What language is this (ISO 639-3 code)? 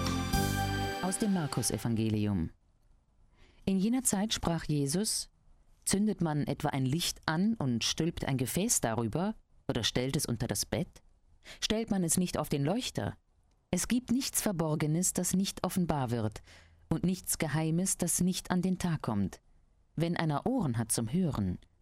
deu